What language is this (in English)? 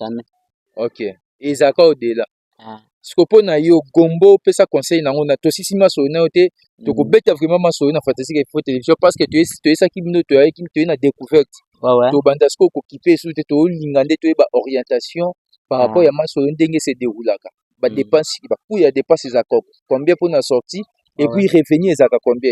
Lingala